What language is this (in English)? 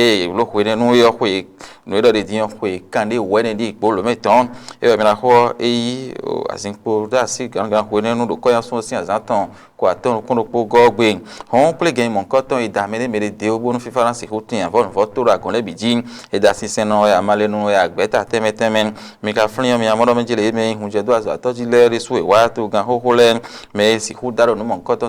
Fon